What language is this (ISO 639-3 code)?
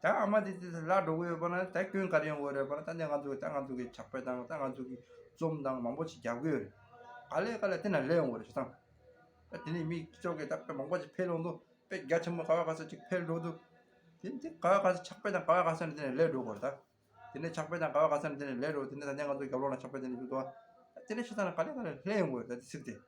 bod